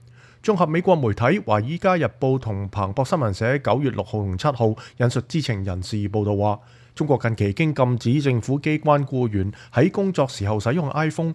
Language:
Cantonese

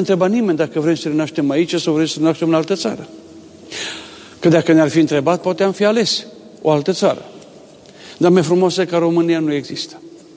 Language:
Romanian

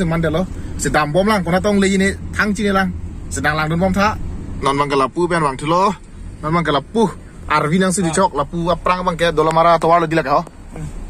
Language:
Karbi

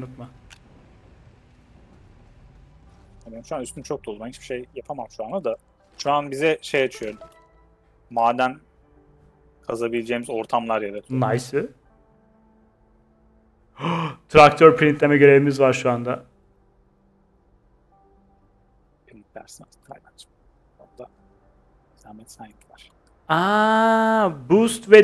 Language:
Turkish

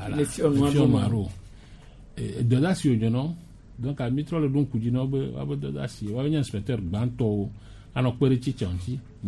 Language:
Gen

